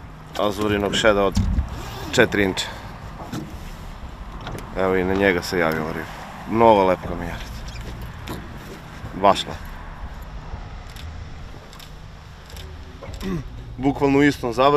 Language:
Serbian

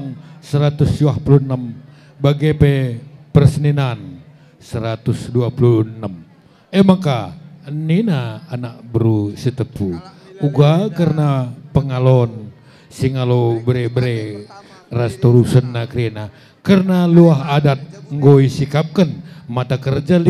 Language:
Batak Karo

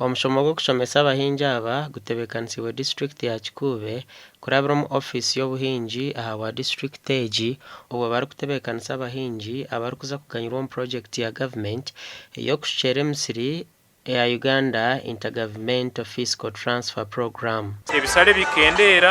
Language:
Nyankole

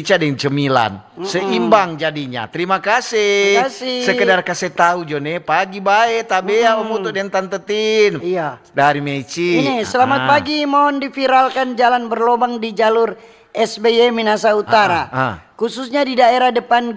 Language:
Manado Malay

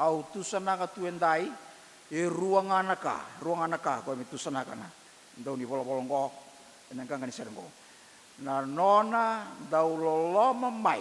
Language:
Fijian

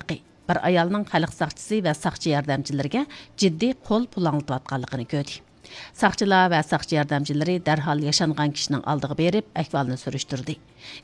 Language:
Uyghur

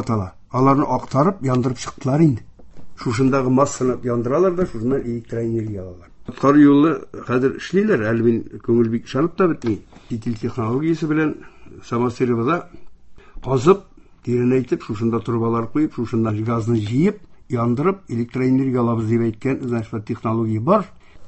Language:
Tatar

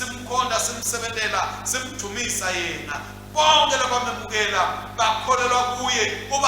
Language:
Swati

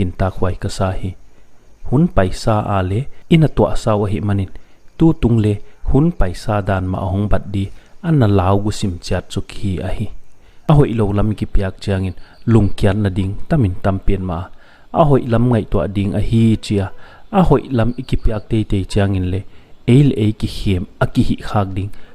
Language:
Paite Chin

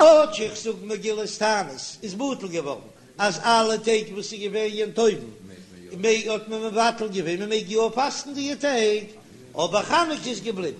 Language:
Yiddish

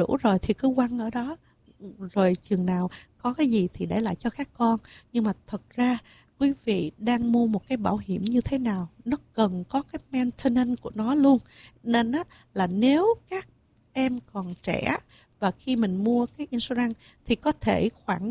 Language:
Vietnamese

